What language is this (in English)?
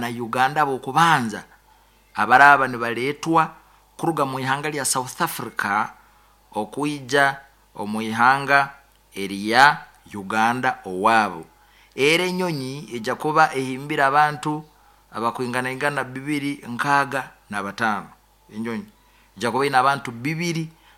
Nyoro